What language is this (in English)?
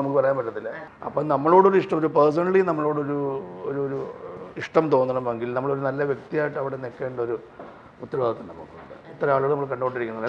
Malayalam